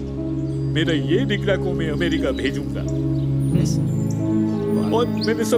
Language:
Gujarati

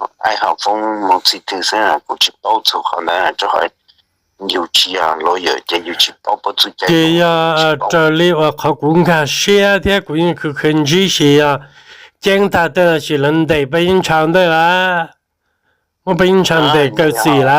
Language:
Hmong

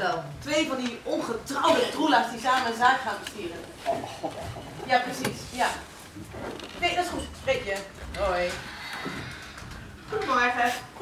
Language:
Dutch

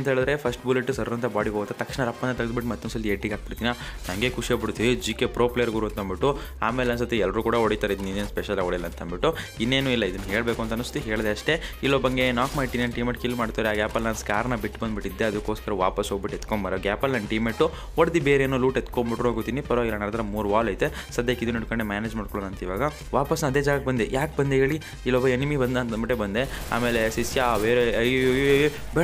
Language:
Kannada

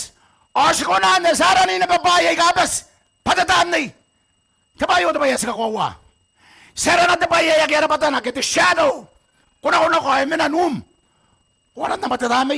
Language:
Gilbertese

